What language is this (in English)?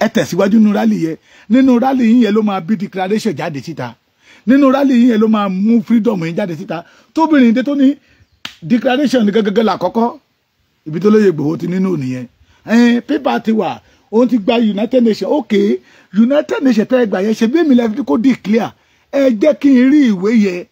Yoruba